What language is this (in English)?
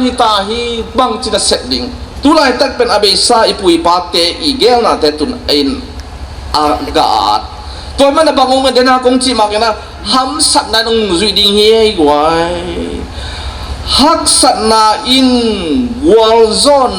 Tedim Chin